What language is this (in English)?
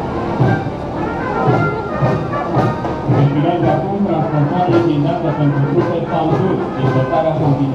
Romanian